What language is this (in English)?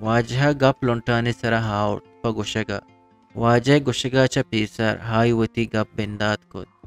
Eastern Balochi